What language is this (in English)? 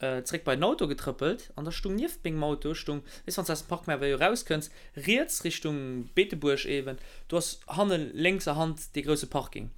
Luxembourgish